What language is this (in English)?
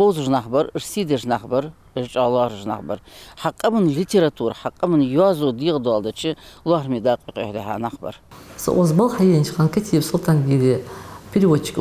Ingush